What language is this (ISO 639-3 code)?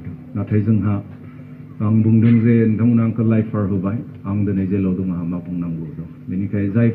brx